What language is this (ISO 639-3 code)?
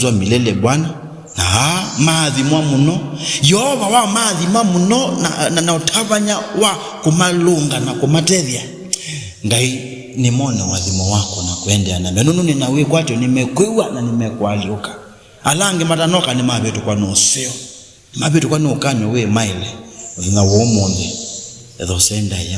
kam